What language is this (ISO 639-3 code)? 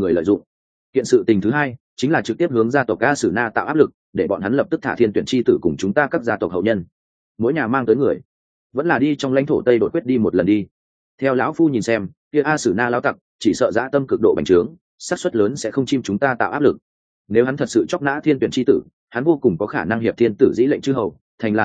vie